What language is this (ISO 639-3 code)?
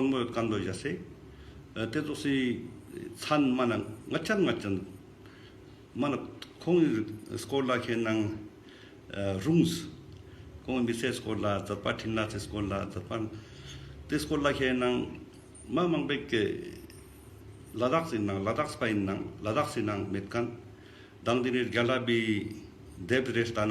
lbj